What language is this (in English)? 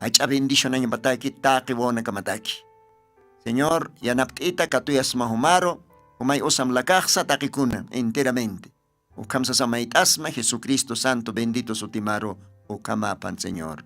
Aymara